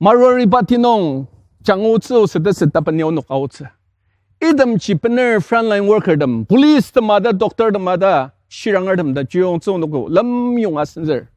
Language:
Ao Naga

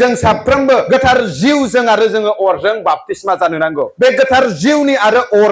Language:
Bodo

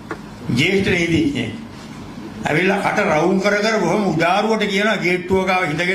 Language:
Sinhala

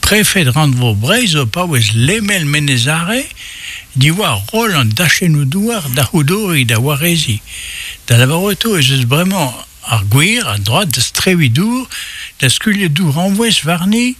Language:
Breton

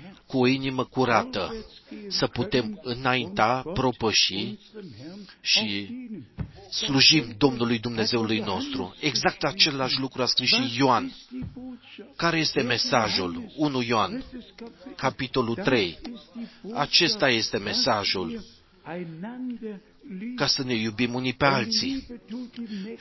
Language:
Romanian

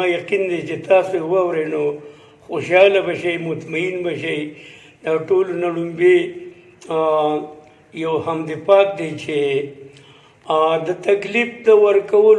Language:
Pashto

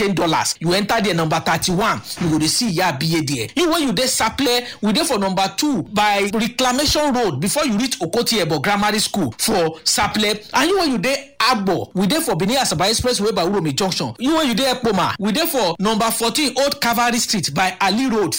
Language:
Nigerian Pidgin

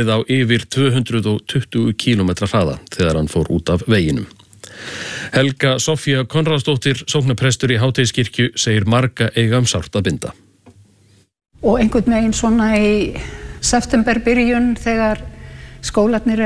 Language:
Icelandic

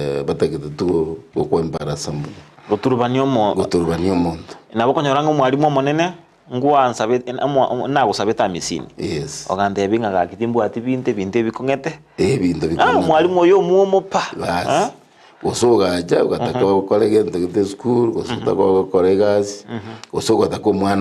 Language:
Gusii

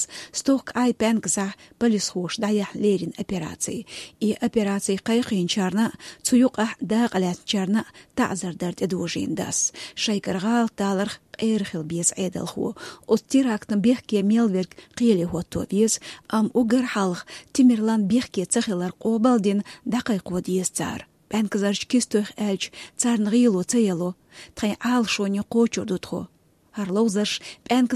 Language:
Chechen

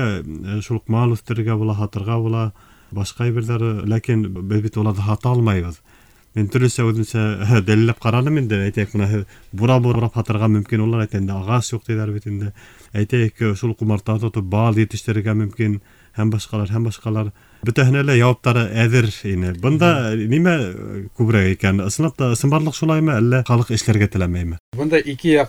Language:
Bashkir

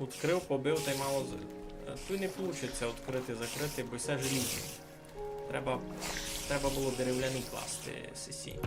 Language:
Rusyn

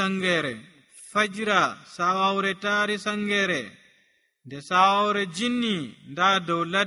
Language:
Nigerian Fulfulde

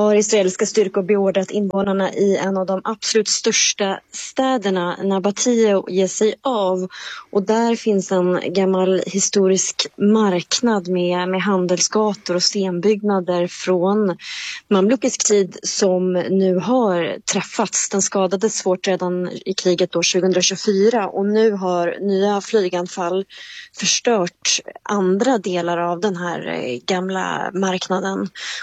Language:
Swedish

